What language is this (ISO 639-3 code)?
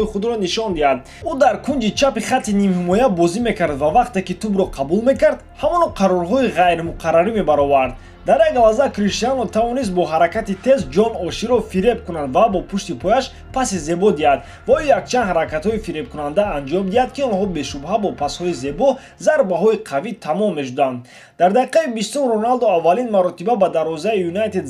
tgk